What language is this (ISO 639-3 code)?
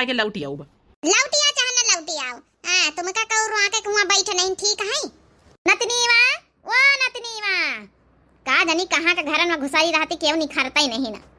awa